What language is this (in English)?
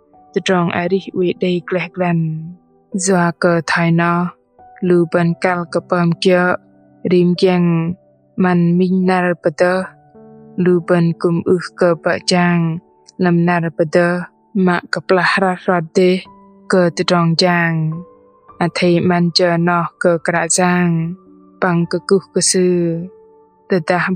Bahnar